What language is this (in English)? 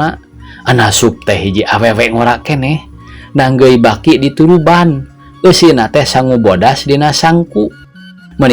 Sundanese